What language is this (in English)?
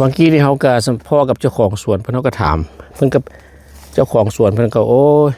Lao